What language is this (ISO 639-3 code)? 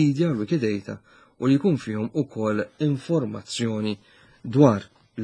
mlt